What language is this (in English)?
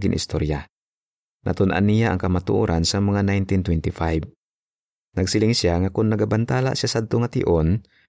Hiligaynon